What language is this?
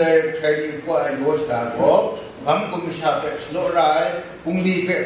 Kachin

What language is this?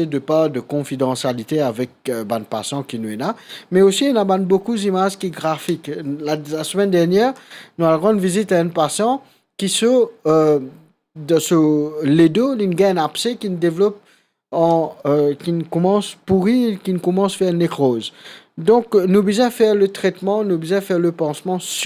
Morisyen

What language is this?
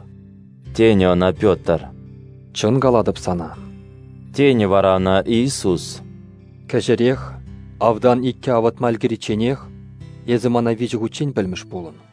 Chuvash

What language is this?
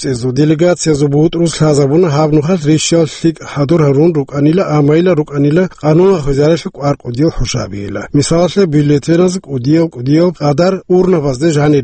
Avaric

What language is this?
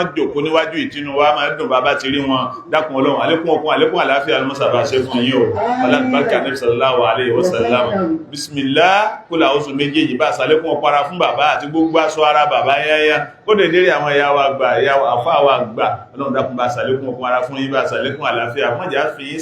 Yoruba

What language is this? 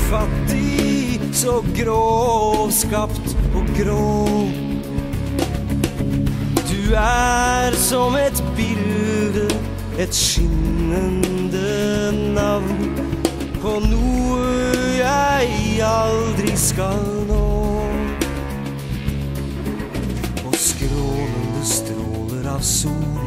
Norwegian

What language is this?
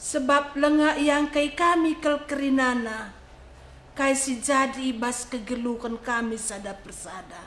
Batak Karo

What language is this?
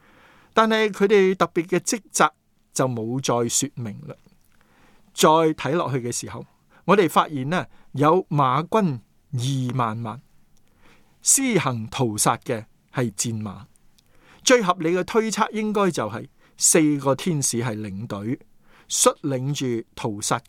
Cantonese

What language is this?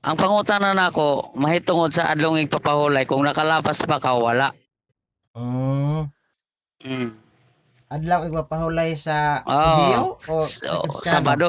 Cebuano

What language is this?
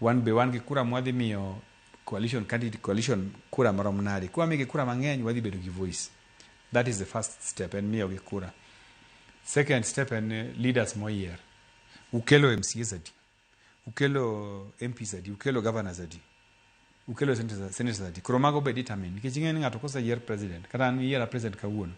Luo (Kenya and Tanzania)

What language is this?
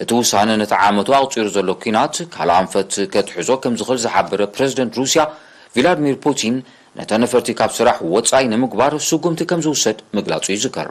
Tigrinya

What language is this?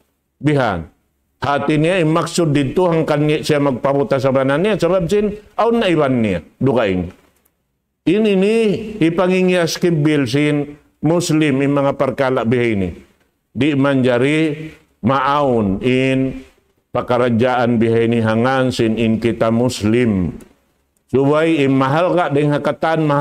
Tausug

